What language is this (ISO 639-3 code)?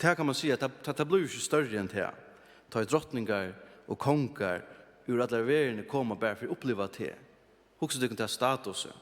fao